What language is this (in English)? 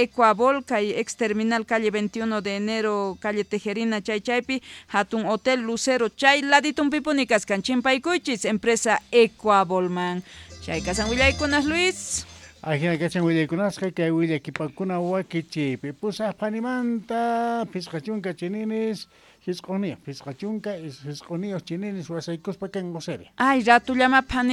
Quechua